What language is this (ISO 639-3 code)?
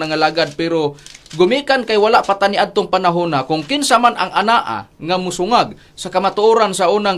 ceb